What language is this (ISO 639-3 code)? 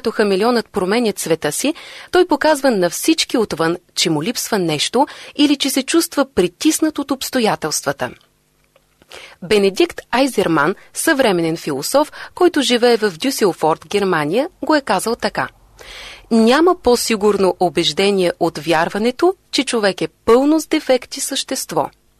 bul